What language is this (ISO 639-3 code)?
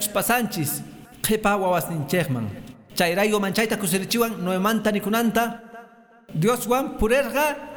que